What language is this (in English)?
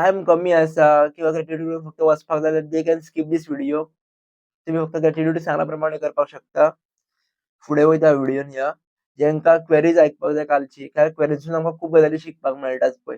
Konkani